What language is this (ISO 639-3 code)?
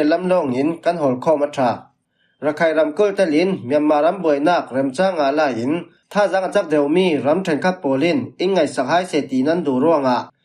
cfm